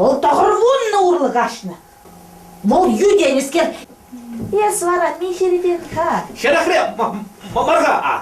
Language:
Chuvash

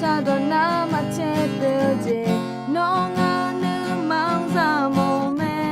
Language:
Akha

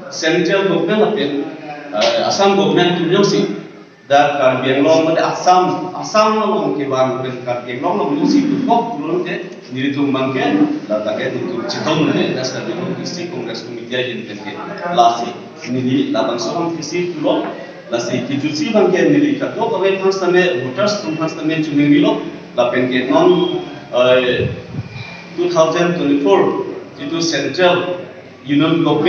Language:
Karbi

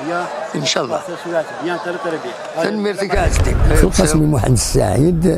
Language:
Kabyle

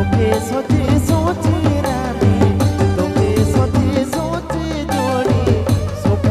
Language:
Sadri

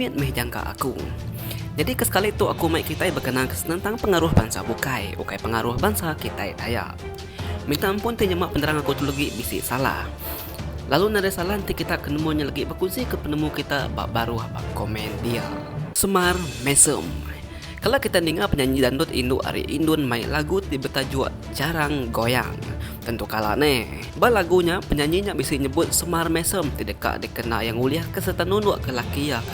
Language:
Iban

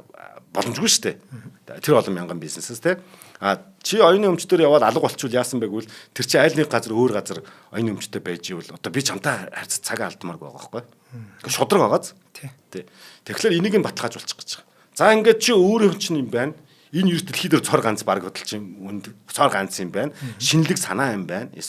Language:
Mongolian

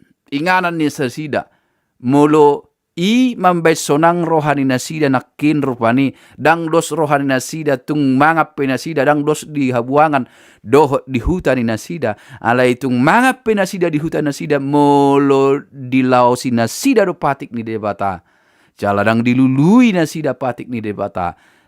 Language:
Batak Toba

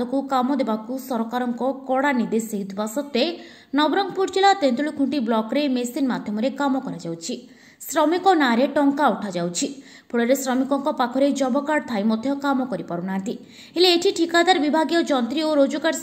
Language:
Odia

